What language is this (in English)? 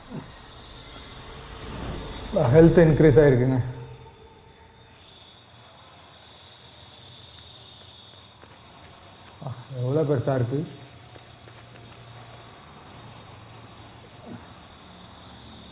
Tamil